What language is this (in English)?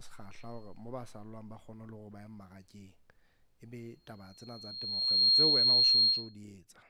Southern Sotho